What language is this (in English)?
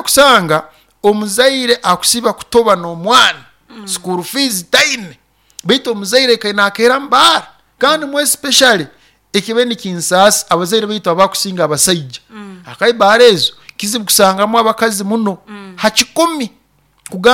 Nyoro